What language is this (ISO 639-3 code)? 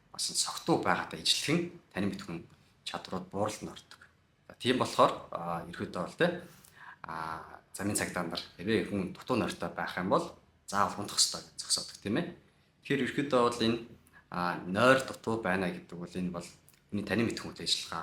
mon